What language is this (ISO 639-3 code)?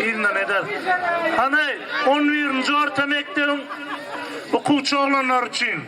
tuk